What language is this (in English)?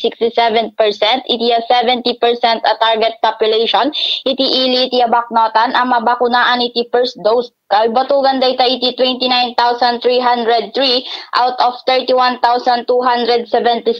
Iloko